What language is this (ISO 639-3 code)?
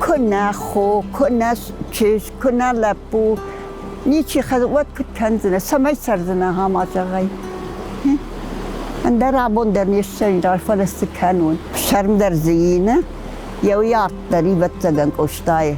oss